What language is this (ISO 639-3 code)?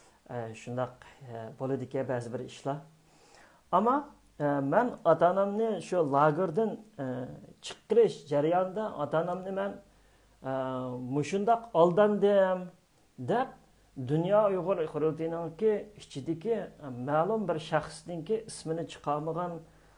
uig